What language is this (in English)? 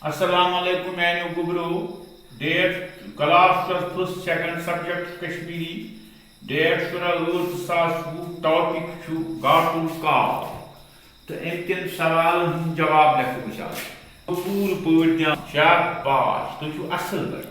Kashmiri